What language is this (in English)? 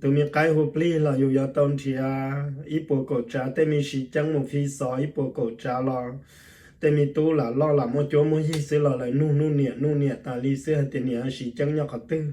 Hmong